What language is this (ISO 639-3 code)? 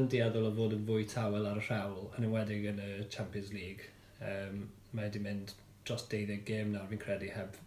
cym